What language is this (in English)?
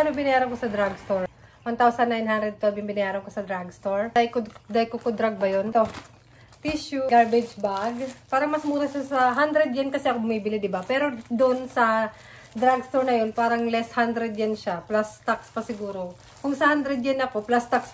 Filipino